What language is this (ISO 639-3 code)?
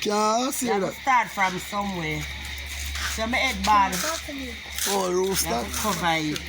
jam